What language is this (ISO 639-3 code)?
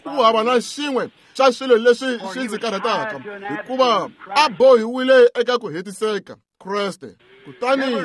tso